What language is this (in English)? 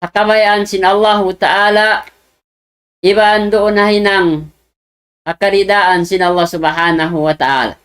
Tausug